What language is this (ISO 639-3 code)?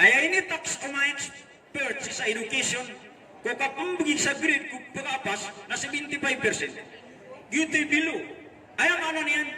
mrw